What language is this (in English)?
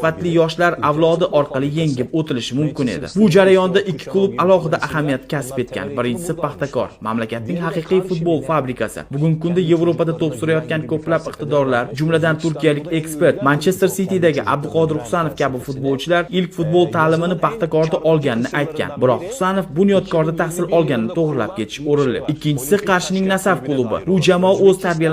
Uzbek